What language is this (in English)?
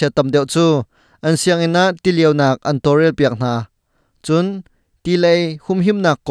Hakha Chin